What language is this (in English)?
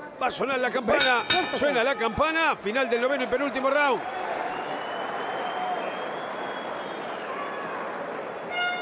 Spanish